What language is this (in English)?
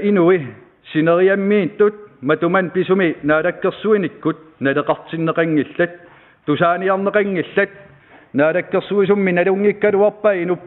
Kalaallisut